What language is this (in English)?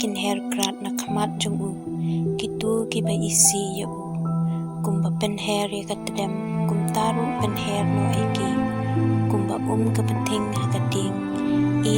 Khasi